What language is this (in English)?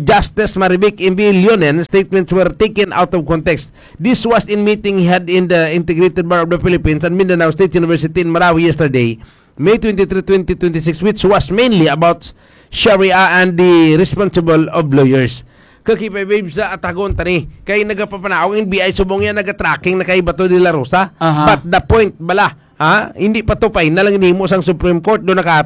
Hiligaynon